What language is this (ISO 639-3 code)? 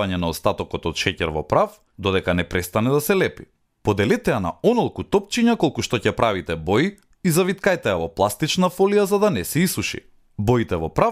mkd